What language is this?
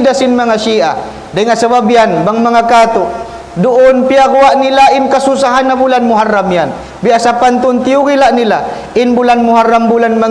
Tausug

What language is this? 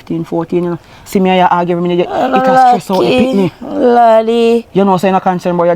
Jamaican Creole English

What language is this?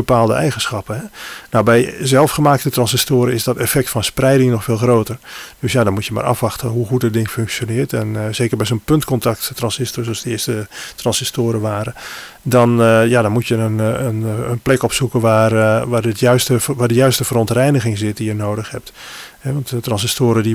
Dutch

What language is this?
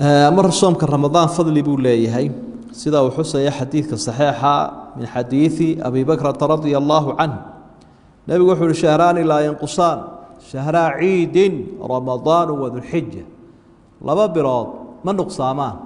Somali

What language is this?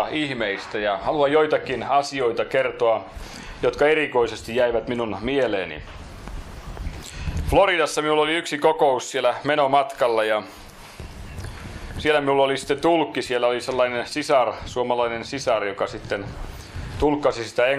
Finnish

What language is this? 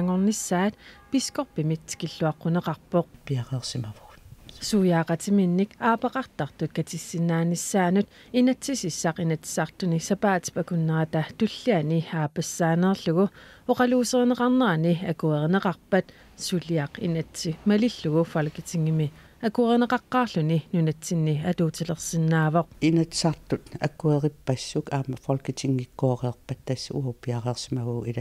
Kalaallisut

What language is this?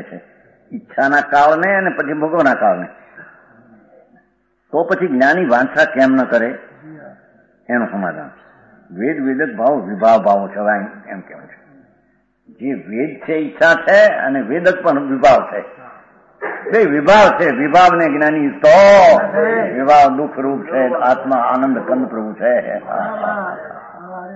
Gujarati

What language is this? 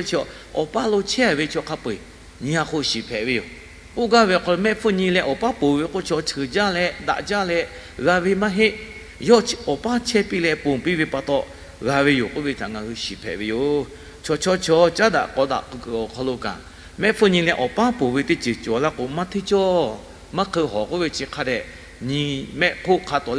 Lahu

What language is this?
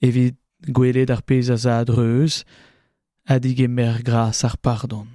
Breton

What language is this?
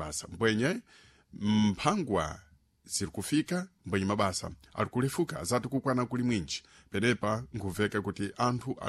Sena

